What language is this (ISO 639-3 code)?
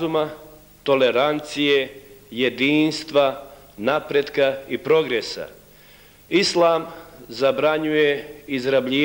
bos